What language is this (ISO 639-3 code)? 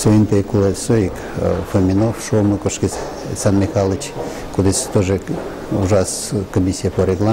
udm